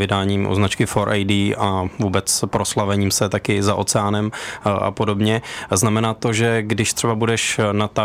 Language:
Czech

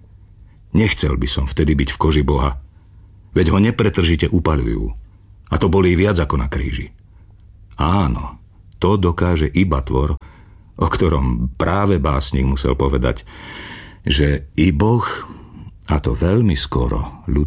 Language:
Slovak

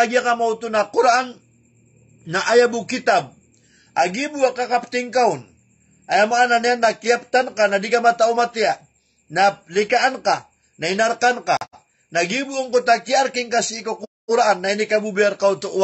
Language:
Maranao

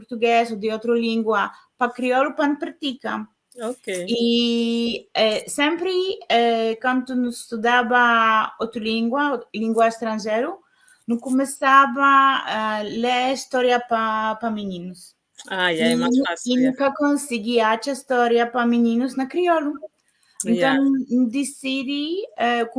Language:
Kabuverdianu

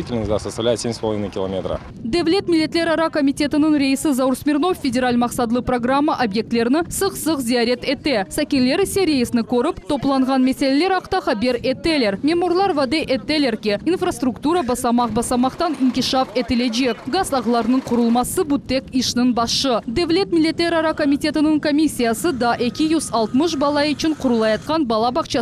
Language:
Crimean Tatar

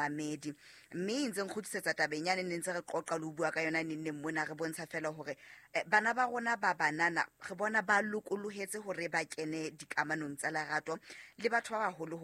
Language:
Southern Sotho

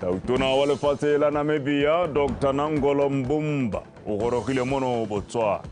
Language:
Tswana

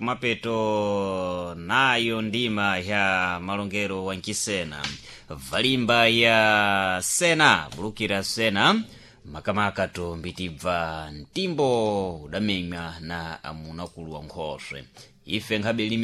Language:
Sena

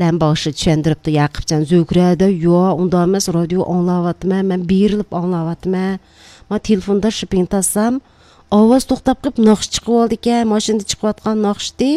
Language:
Uyghur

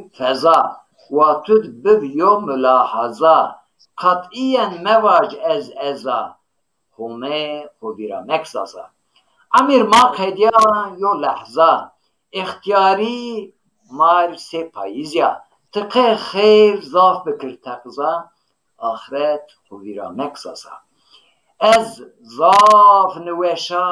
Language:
Zaza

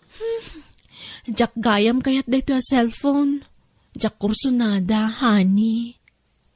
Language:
Iloko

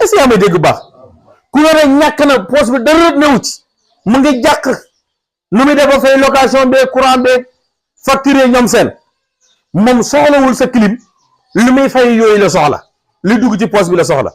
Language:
Wolof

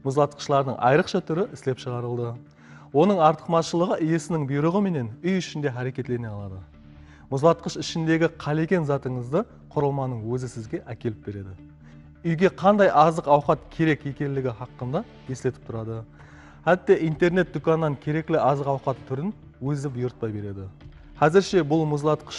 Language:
Kara-Kalpak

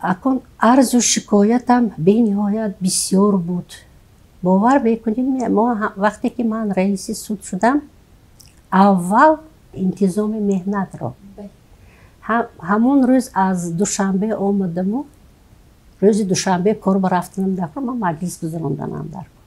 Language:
Tajik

